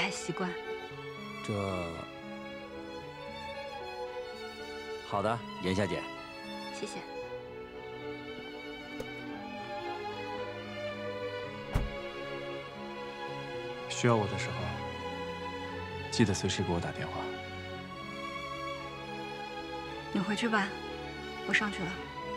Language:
Chinese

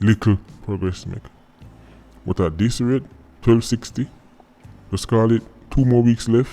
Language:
Jamaican Creole English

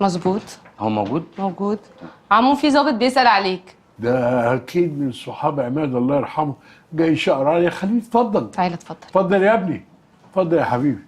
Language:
Egyptian Arabic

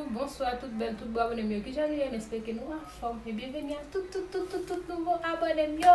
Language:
Haitian Creole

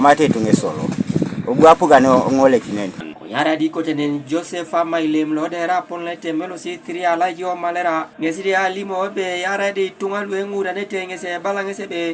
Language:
Teso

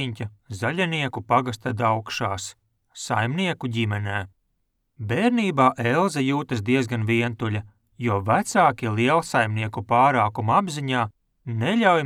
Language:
Latvian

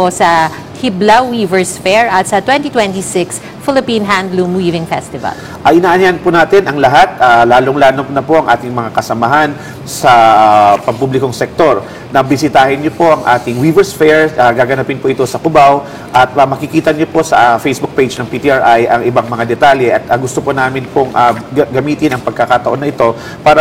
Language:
Filipino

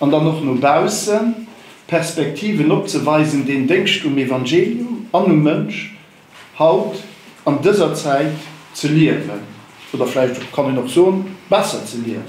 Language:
Luxembourgish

